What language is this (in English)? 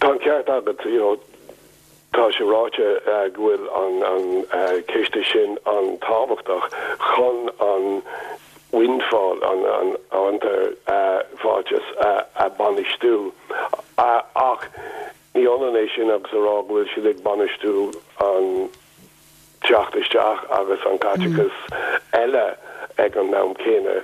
Irish